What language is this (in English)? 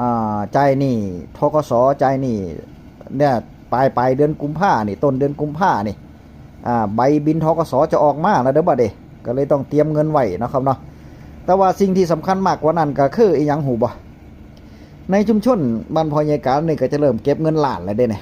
Northeastern Thai